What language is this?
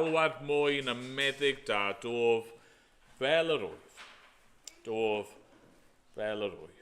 Welsh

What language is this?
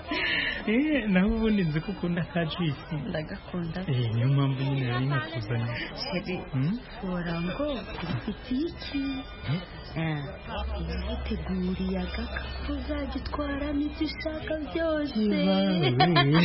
Kinyarwanda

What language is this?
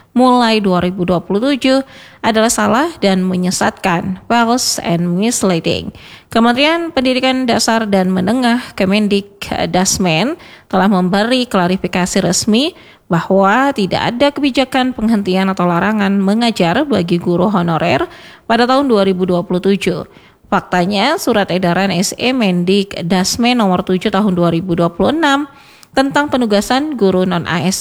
Indonesian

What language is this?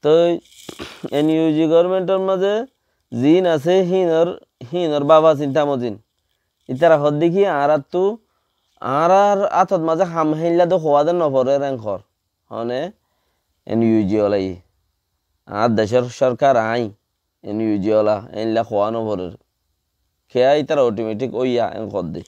Rohingya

